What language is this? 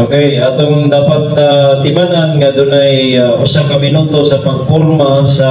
Cebuano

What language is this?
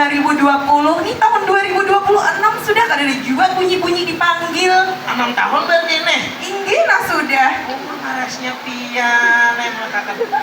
Banjar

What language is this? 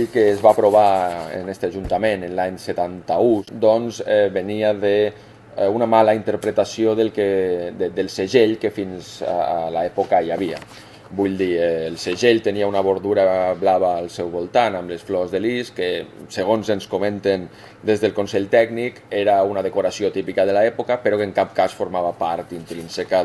Catalan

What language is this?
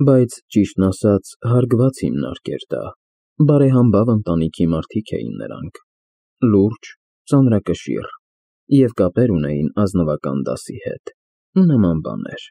Armenian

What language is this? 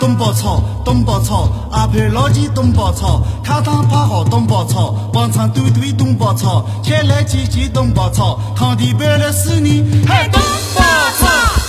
Akha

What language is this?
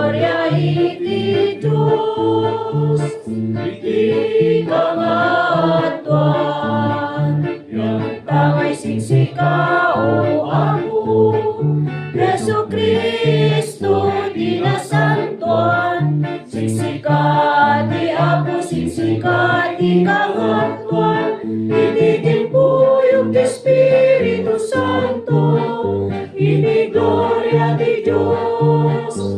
Iloko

